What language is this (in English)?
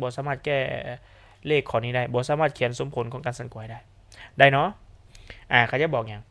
Lao